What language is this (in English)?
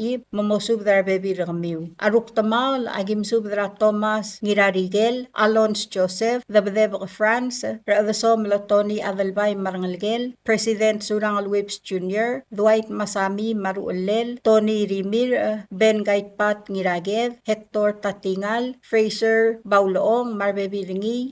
Palauan